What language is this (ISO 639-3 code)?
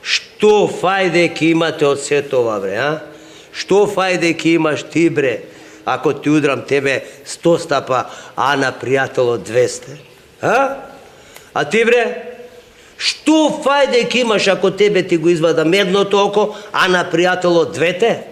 mkd